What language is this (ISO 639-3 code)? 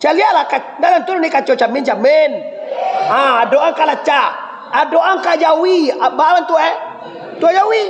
min